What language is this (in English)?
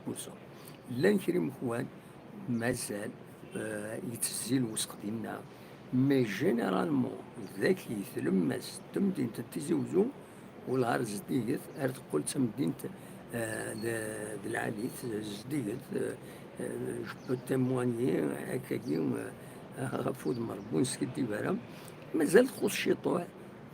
Kabyle